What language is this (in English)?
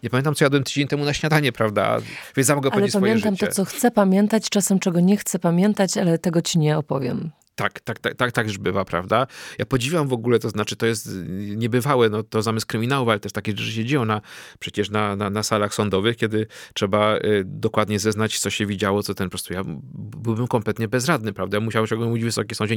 Polish